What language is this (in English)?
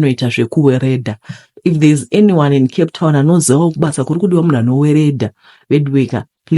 Shona